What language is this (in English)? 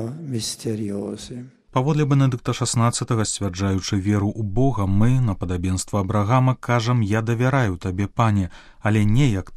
Belarusian